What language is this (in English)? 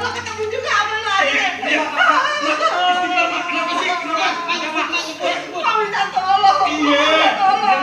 Betawi